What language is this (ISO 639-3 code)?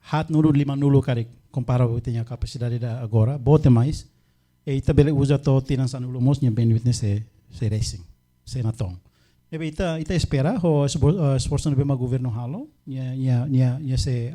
tet